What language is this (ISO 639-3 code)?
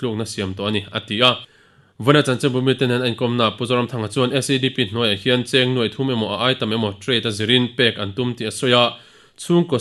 lus